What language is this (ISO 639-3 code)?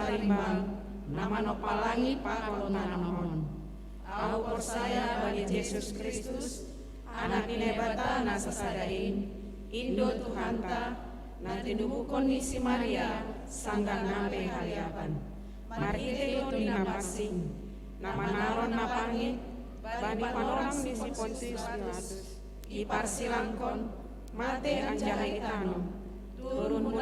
bts